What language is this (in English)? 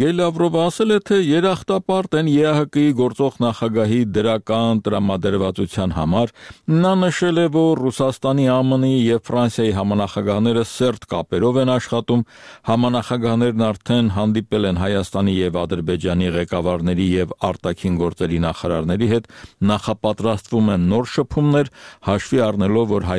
Armenian